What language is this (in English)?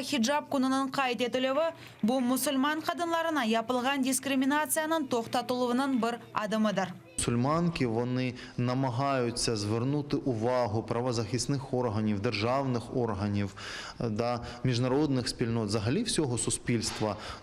Crimean Tatar